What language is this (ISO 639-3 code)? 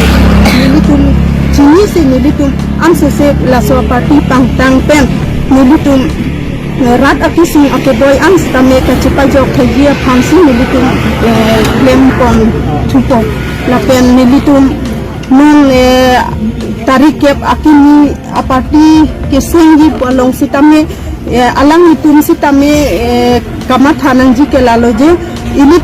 mjw